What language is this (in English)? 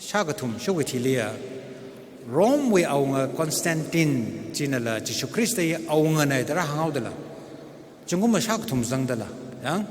Tangkhul Naga (India)